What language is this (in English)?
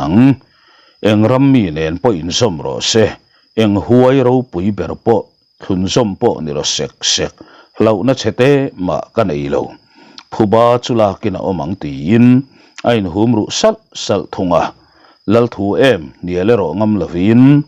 Mizo